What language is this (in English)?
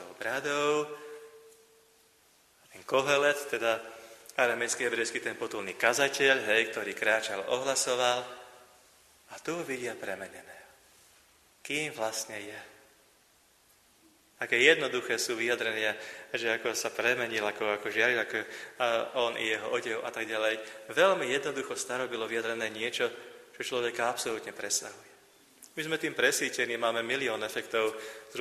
Slovak